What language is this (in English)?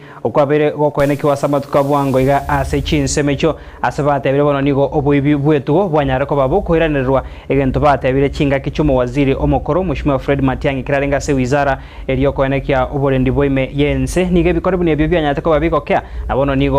Gusii